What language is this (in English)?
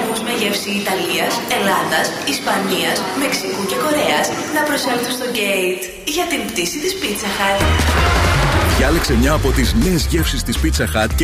Greek